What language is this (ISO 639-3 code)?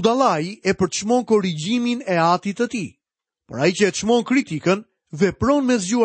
sqi